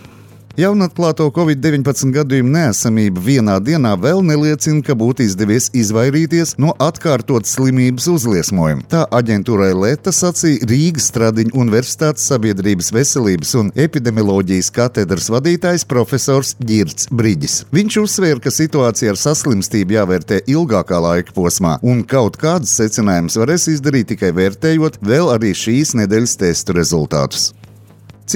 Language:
Latvian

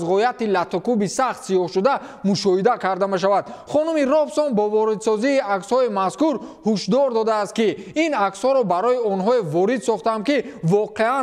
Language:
Tajik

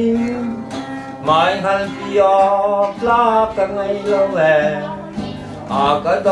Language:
Hakha Chin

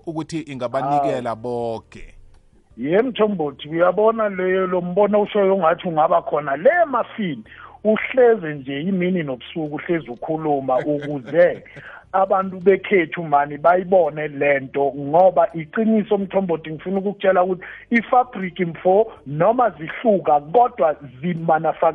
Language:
South Ndebele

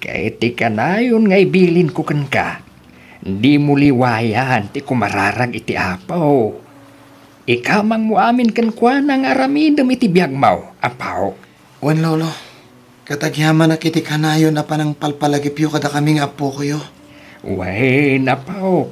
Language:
Iloko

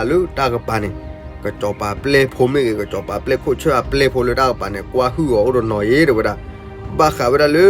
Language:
S'gaw Karen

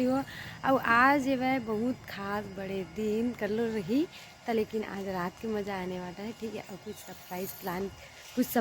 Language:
Chhattisgarhi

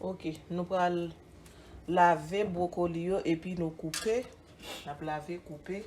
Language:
Haitian Creole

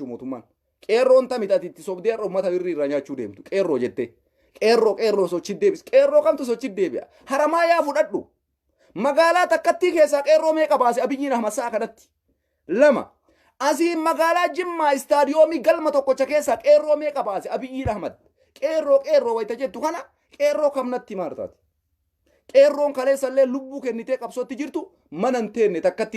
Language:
Oromo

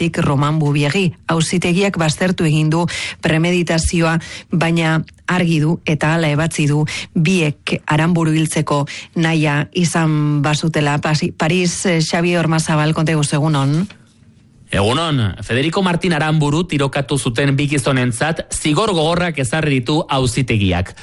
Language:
Basque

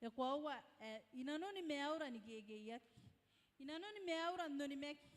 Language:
Gilbertese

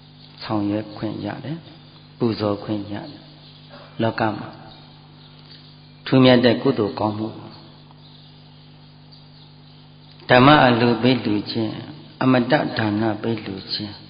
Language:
Burmese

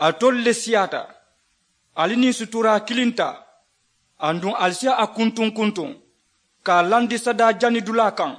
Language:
Mandingo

